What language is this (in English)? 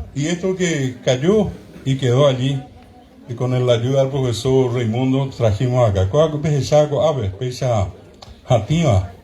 Guarani